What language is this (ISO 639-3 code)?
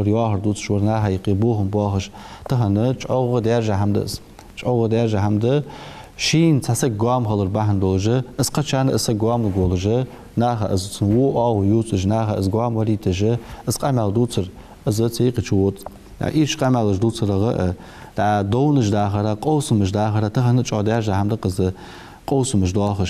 inh